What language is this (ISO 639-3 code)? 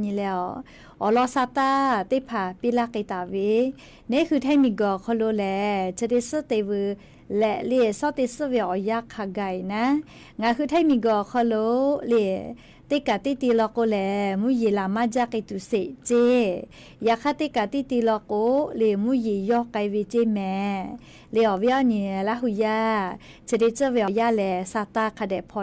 lhu